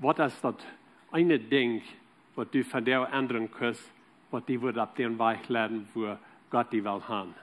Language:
Plautdietsch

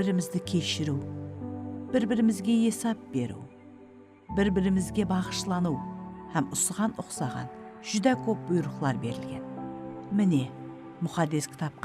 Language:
Kara-Kalpak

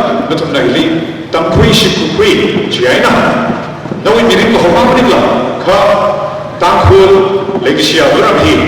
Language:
Tangkhul Naga (India)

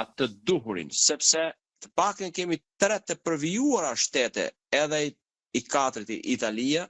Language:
Albanian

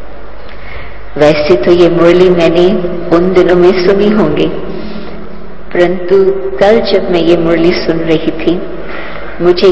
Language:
Hindi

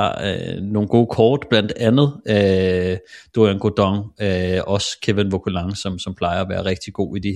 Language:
Danish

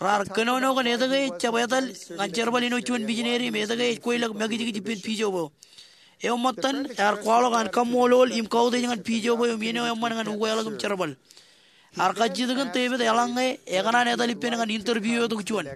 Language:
Marshallese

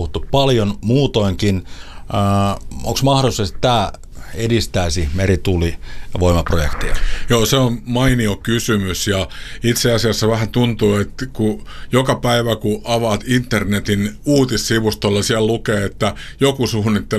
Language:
Finnish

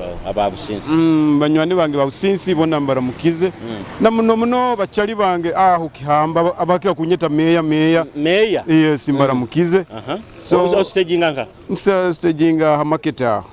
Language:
Nyoro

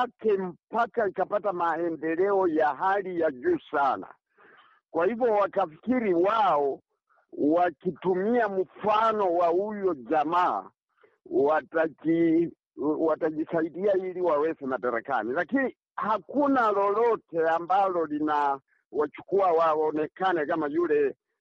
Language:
Swahili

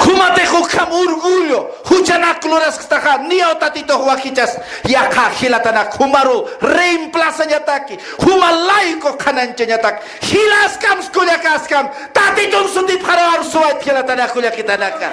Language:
Aymara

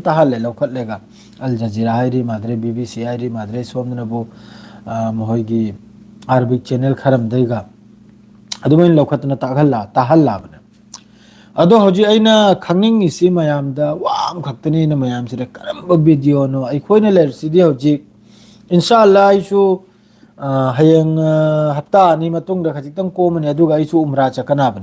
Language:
Manipuri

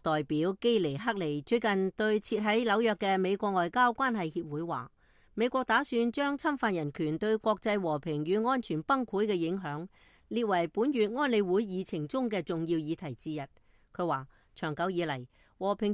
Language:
Cantonese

